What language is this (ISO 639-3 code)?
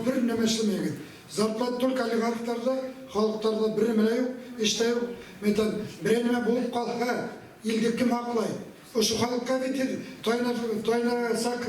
bak